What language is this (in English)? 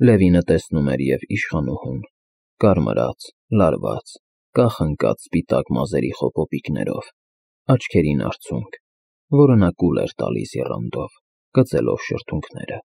Armenian